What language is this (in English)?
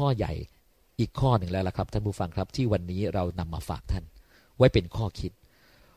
Thai